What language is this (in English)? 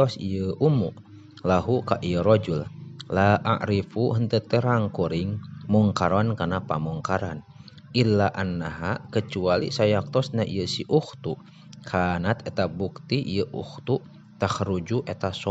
Sundanese